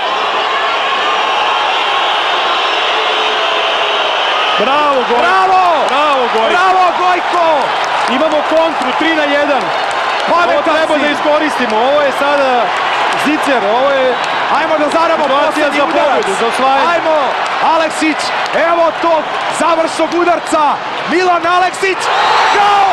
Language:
Serbian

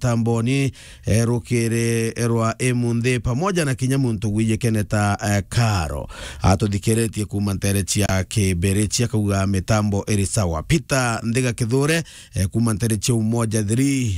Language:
Meru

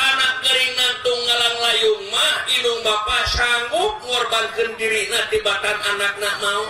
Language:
Sundanese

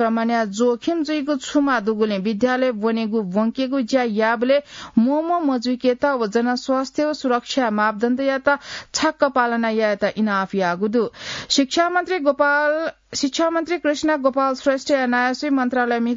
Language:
Newari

